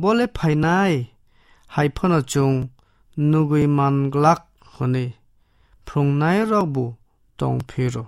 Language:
Kok Borok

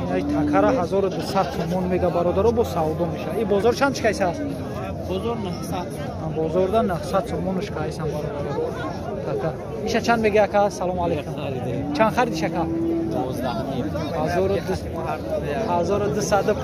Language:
Tajik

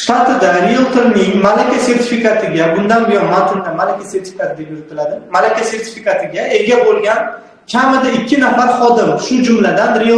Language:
Uzbek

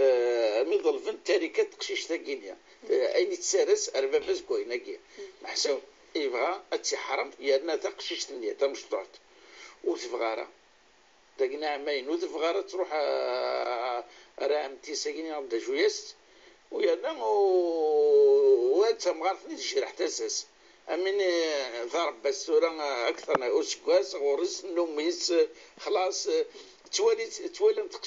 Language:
Kabyle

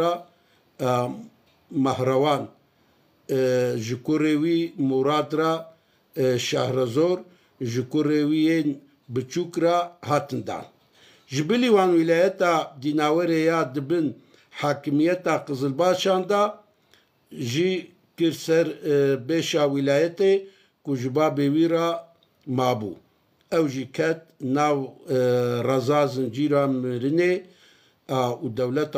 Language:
Kurdish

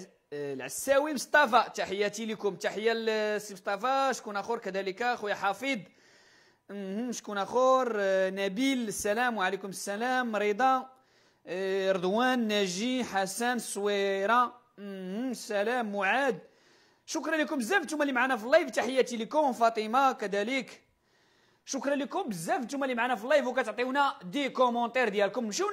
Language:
Moroccan Arabic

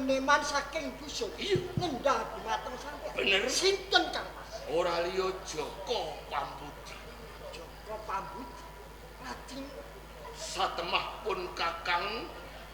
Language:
Javanese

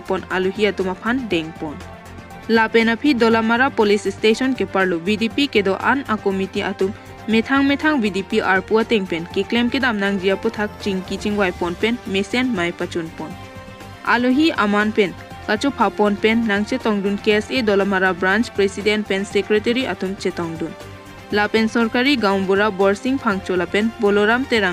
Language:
Karbi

